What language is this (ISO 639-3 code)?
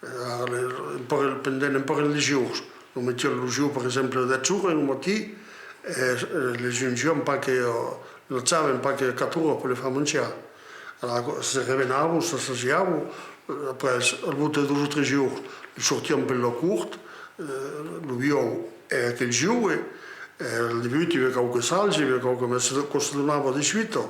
oci